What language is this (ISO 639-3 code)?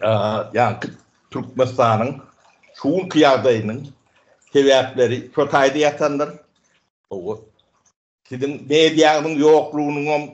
tuk